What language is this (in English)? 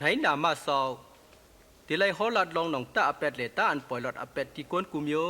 Shan